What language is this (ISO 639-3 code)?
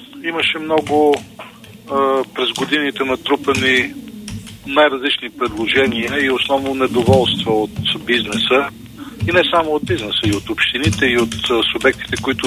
bul